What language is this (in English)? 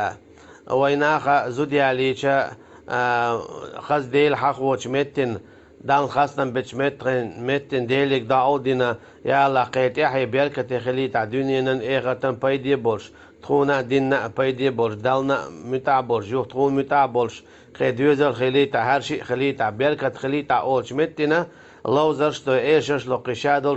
Chechen